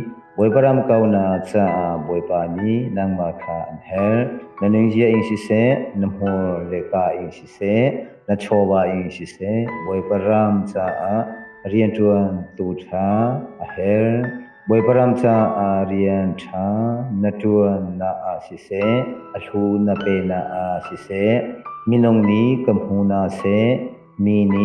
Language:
Hakha Chin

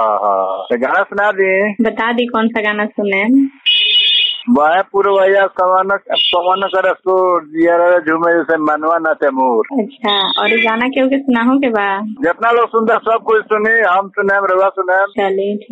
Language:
Bhojpuri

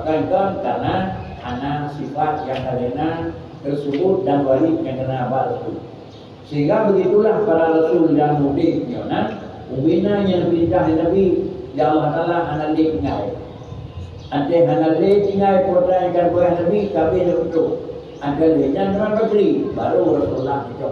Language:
Achinese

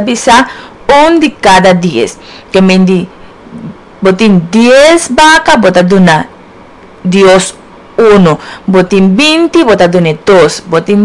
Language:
Papiamento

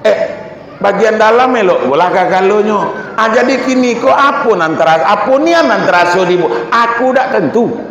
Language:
Minangkabau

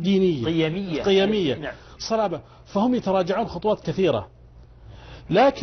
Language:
Arabic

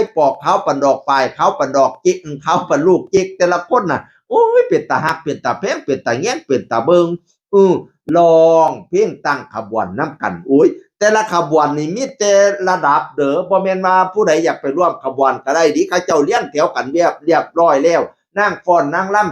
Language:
Northeastern Thai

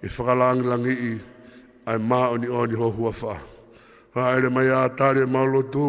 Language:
Tongan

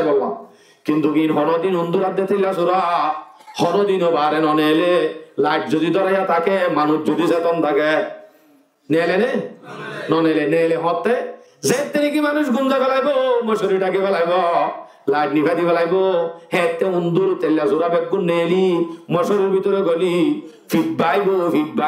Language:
Rohingya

